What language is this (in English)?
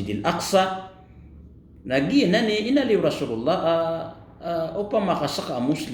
Maranao